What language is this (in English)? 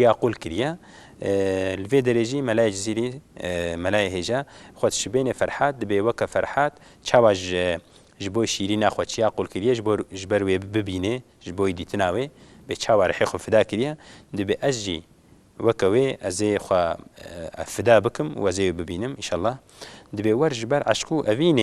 Kurdish